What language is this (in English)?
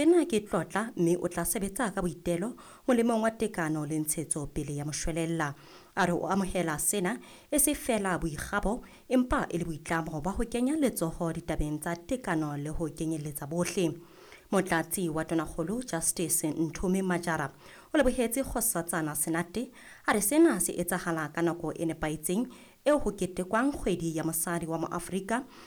Southern Sotho